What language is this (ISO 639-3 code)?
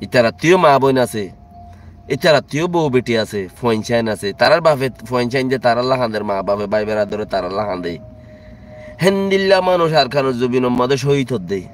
rhg